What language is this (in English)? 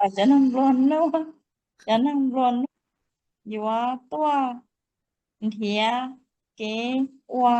Hmong